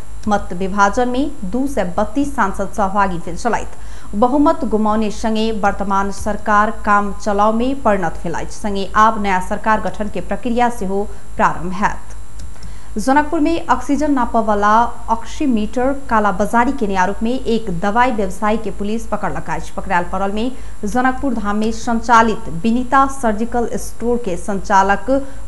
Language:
Maithili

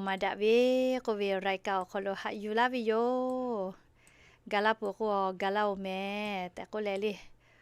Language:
Lahu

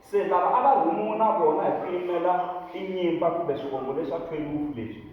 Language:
Tsonga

